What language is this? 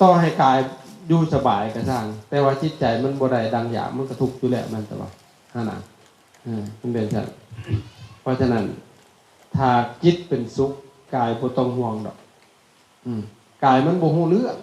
Lao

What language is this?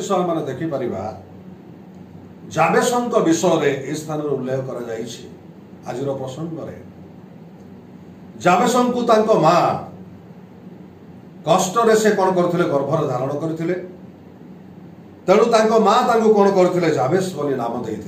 Odia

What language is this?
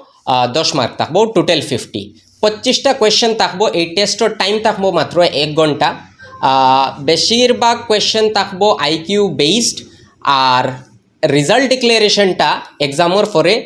Sylheti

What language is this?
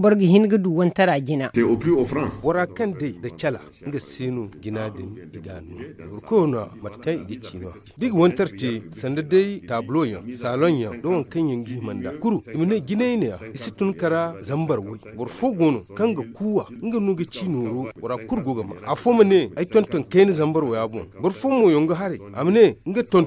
Zarma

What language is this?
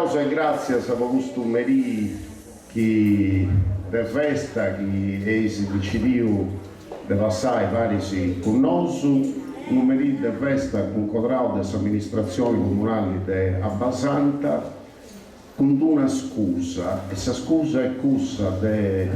Sardinian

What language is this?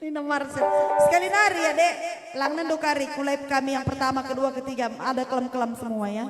Batak Karo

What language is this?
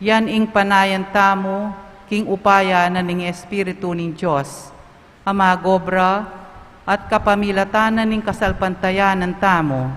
Pampanga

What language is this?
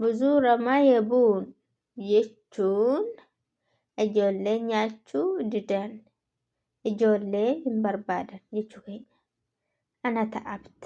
Oromo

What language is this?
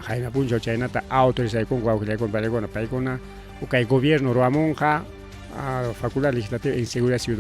Ayacucho Quechua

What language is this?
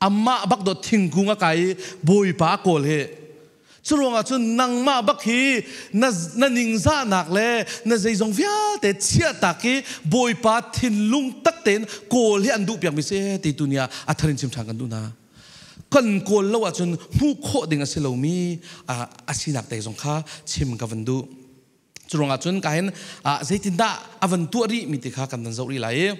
Falam Chin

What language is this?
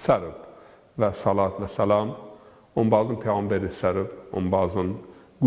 Zaza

